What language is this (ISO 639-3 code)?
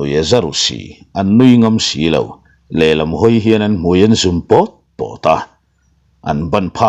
lus